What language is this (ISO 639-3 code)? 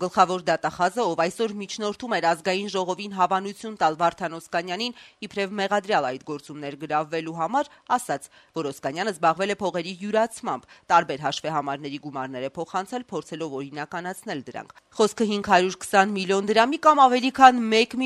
hye